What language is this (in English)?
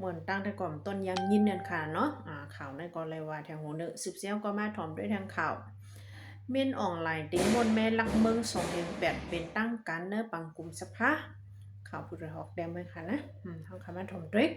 Shan